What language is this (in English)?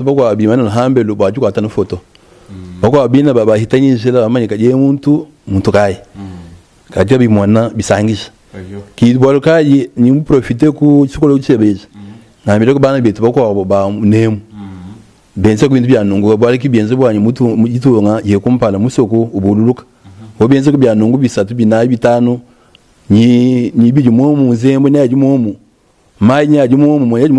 Luba-Lulua